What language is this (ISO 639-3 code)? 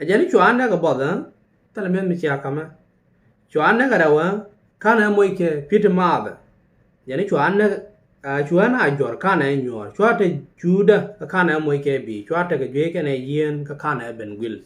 nus